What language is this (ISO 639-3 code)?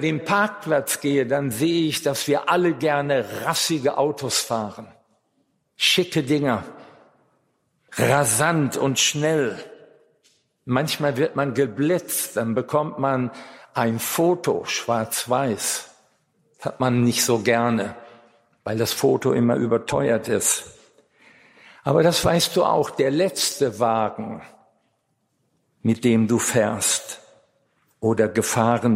deu